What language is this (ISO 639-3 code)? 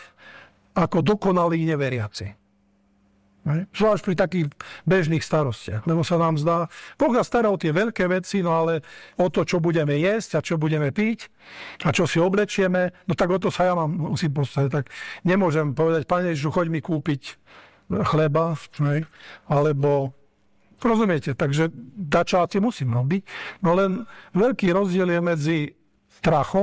slk